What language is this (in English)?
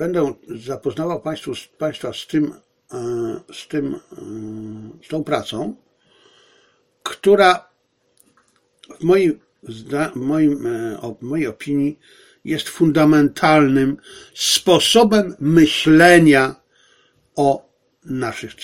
Polish